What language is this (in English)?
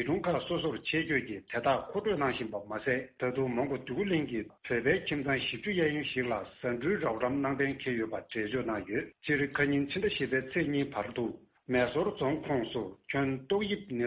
Tibetan